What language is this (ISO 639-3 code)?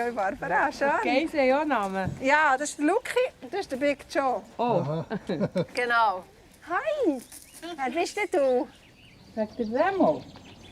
gsw